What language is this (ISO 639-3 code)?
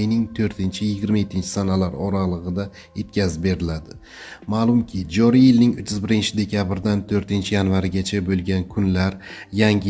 uzb